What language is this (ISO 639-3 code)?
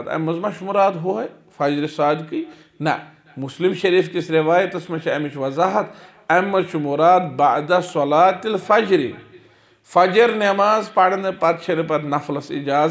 kas